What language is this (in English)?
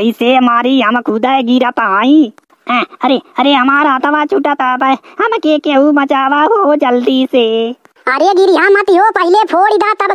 Bhojpuri